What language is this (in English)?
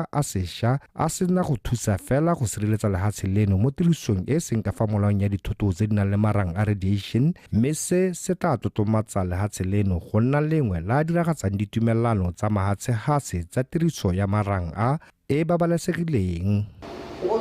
Tswana